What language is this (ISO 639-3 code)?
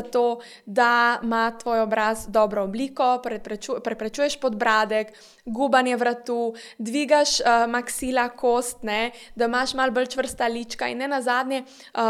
slv